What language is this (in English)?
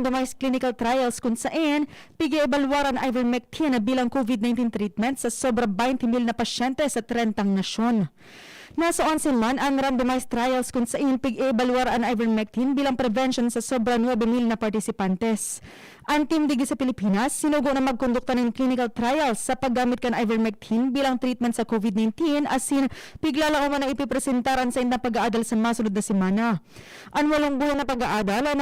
Bikol